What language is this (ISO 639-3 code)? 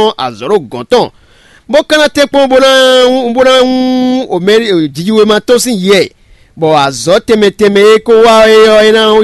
fon